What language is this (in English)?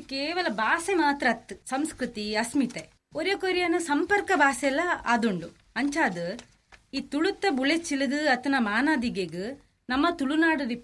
Tulu